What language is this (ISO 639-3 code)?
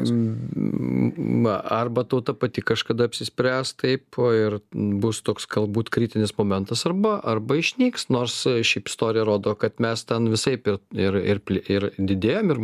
lit